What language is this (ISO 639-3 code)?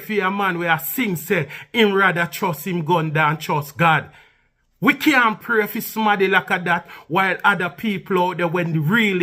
jam